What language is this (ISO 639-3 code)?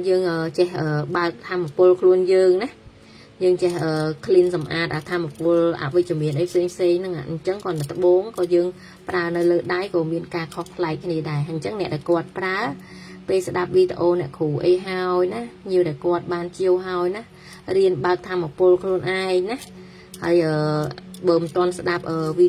khm